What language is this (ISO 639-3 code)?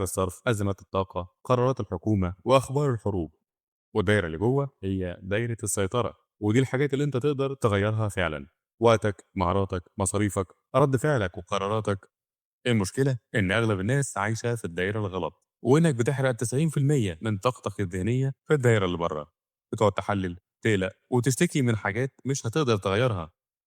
arz